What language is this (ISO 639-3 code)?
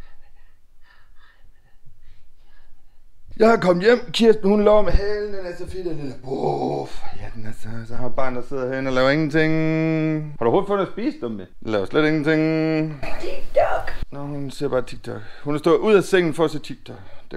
dan